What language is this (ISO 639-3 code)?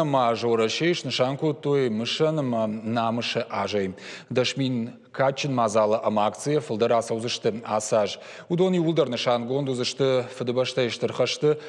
oss